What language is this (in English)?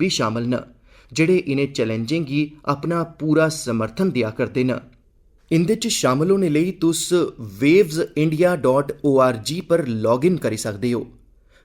Dogri